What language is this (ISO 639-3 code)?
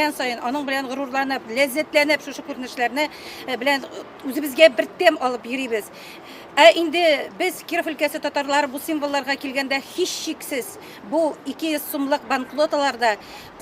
tat